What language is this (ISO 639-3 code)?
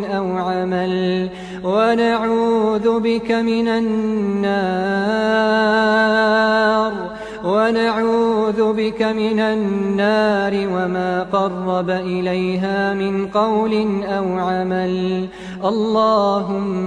ara